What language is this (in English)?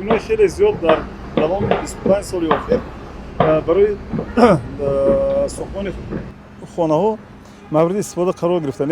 Tajik